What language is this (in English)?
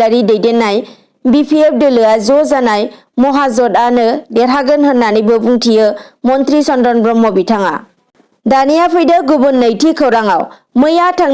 Bodo